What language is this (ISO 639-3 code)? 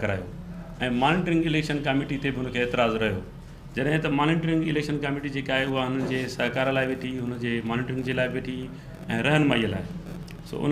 snd